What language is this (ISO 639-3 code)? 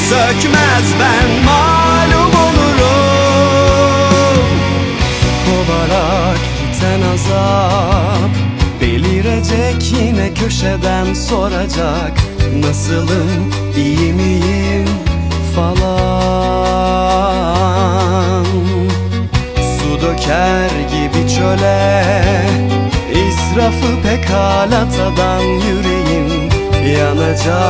tur